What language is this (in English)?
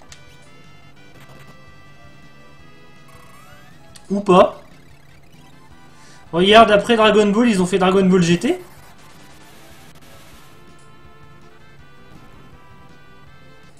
French